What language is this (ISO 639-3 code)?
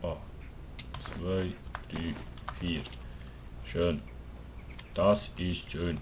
gsw